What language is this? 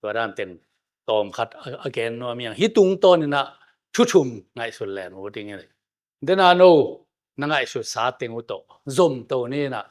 Tedim Chin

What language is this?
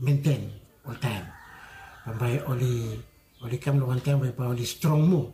Bislama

